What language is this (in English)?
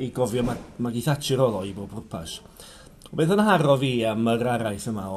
Welsh